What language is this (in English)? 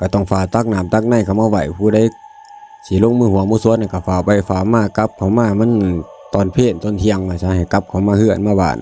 Northeastern Thai